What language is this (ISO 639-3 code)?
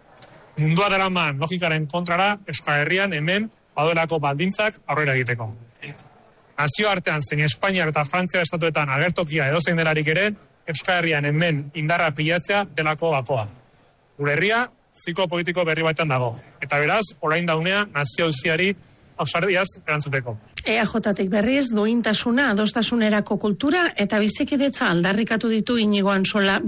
eus